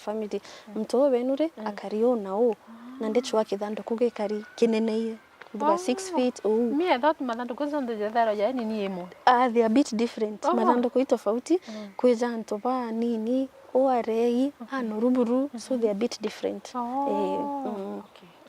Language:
Meru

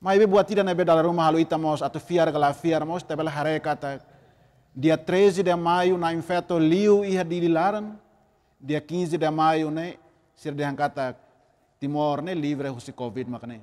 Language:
Tetum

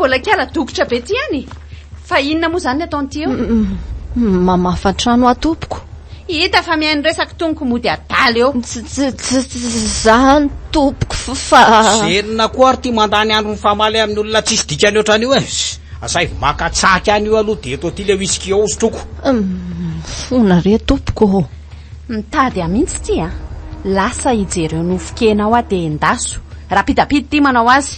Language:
Malagasy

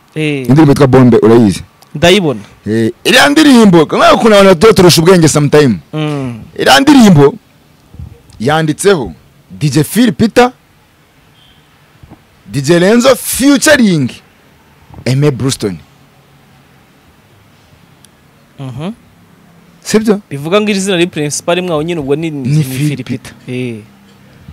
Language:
Kinyarwanda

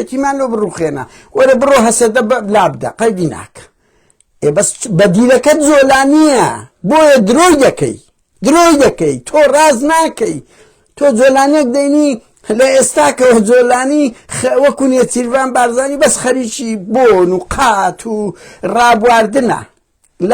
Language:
Central Kurdish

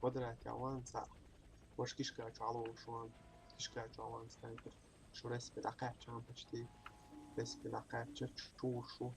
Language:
Chechen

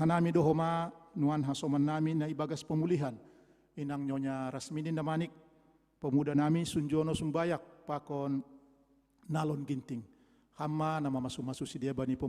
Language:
Batak Simalungun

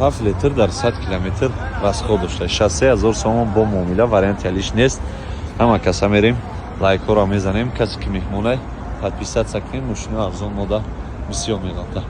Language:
Tajik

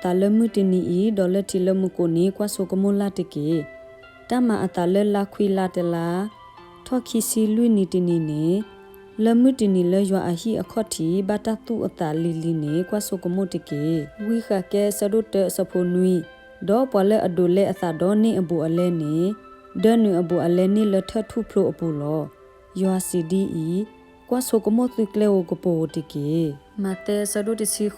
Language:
S'gaw Karen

